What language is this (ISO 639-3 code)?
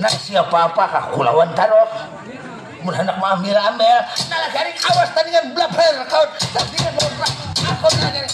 bjn